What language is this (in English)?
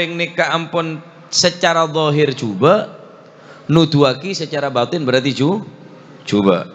Madurese